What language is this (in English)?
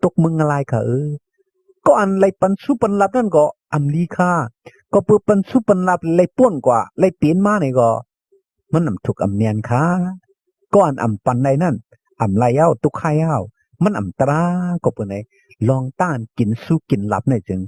Shan